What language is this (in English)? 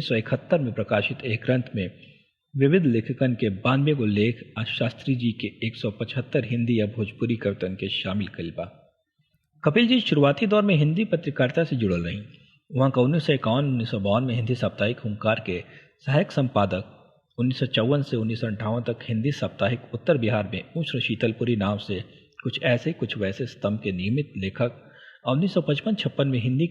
Bhojpuri